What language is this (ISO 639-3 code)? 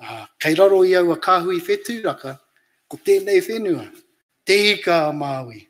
mri